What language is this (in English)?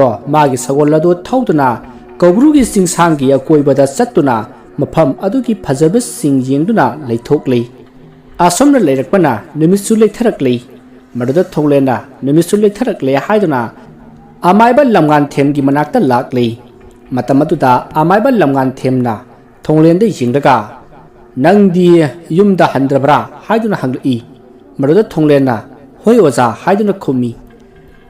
Manipuri